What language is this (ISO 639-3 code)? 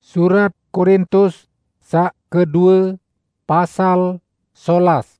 sas